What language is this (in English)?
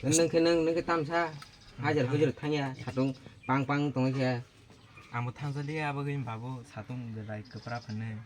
Kok Borok